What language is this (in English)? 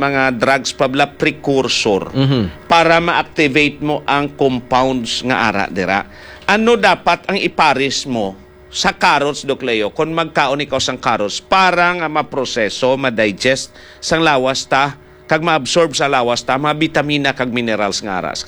Hiligaynon